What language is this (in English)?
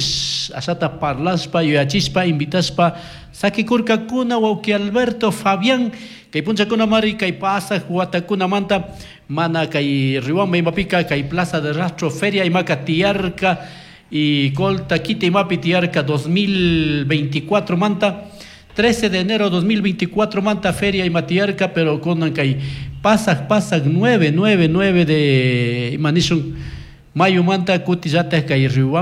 Chimborazo Highland Quichua